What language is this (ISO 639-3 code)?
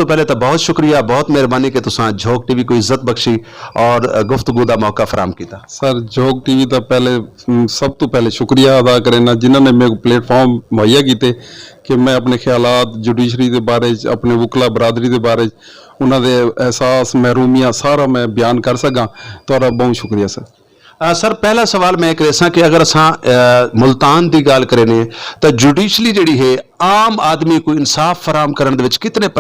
skr